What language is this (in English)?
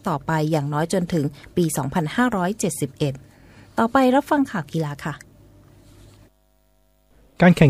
Thai